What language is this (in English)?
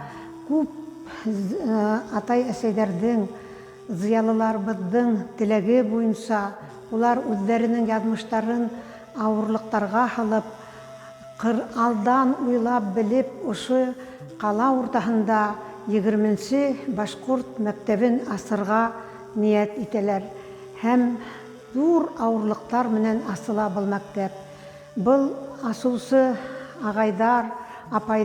Bashkir